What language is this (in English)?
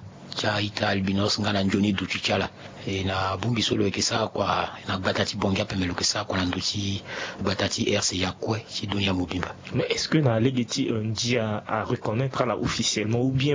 Sango